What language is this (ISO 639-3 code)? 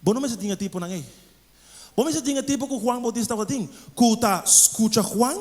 pap